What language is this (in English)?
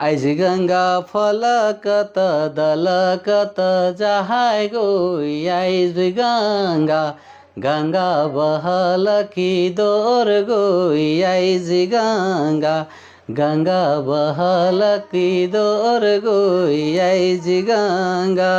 Sadri